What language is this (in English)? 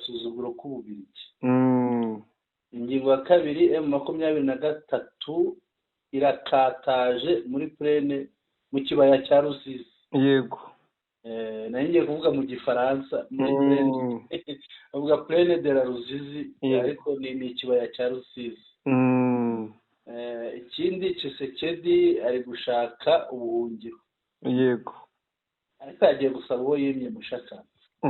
Kinyarwanda